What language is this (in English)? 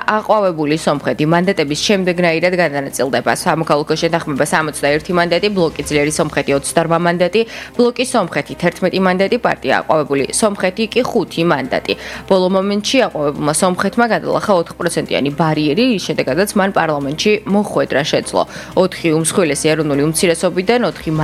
Georgian